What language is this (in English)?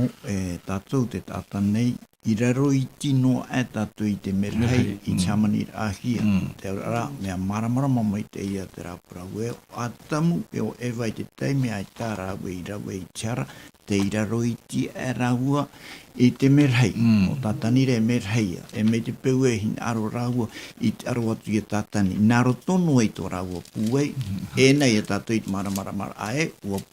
Tahitian